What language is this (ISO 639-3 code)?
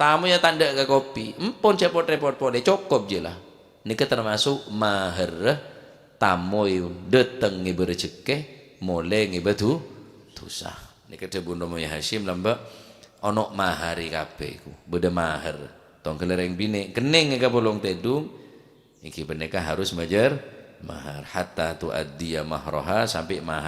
mad